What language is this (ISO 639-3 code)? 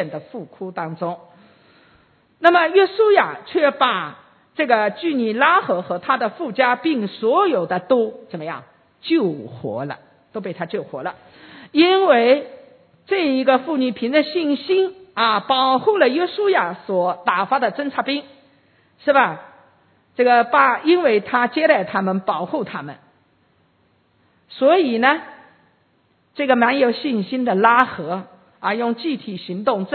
zho